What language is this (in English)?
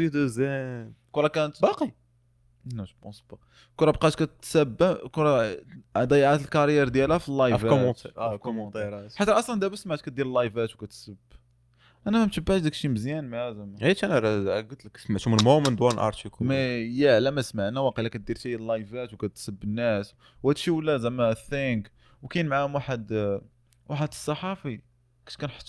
Moroccan Arabic